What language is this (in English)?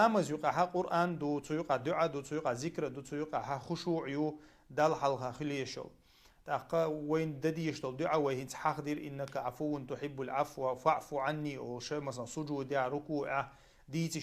Chechen